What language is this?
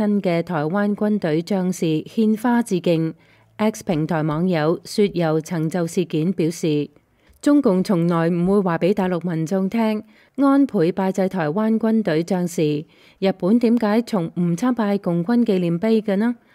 Cantonese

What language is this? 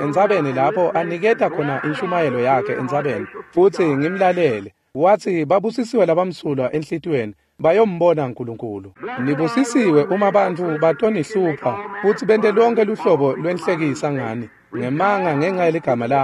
Swati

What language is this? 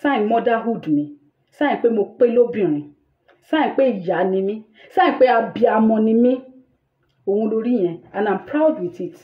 Yoruba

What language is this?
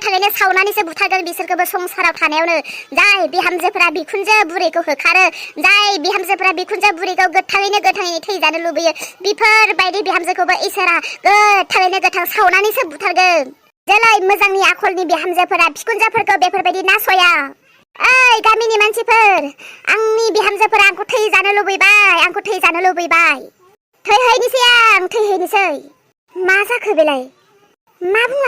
Bodo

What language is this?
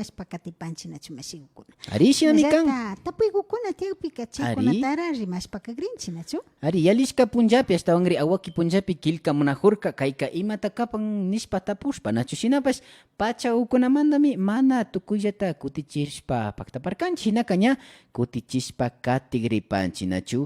Imbabura Highland Quichua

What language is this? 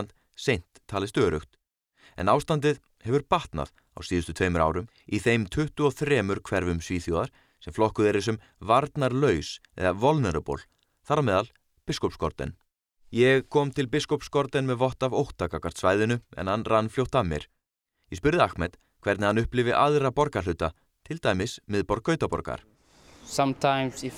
Icelandic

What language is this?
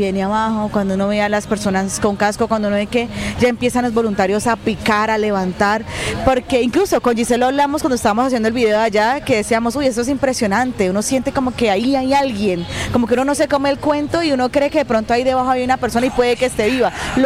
Spanish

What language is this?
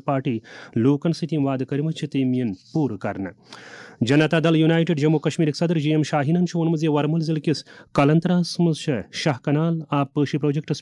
Kashmiri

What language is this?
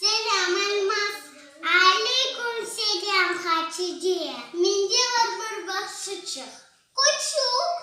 Crimean Tatar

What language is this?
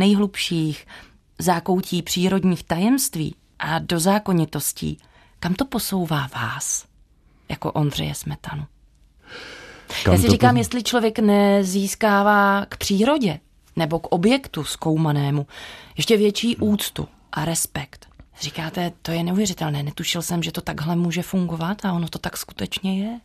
Czech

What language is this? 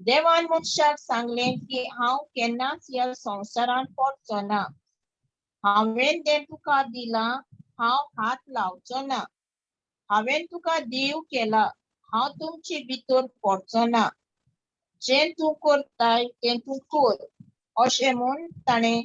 Konkani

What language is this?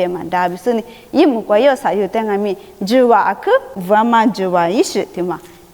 Lisu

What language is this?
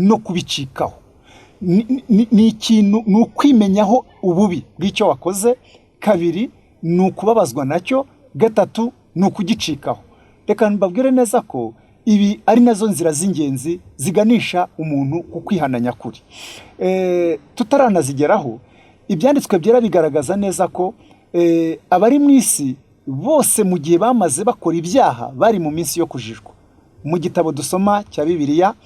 Kinyarwanda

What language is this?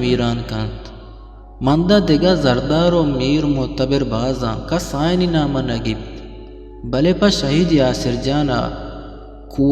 Eastern Balochi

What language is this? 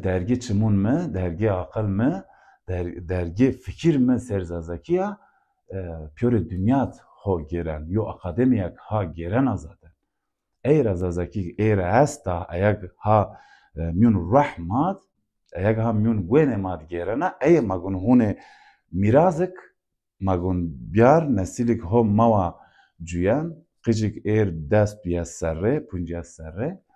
Zaza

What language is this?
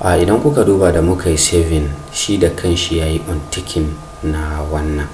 Hausa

